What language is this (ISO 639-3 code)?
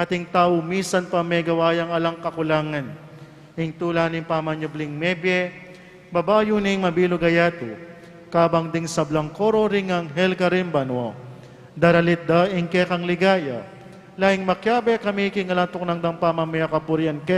pam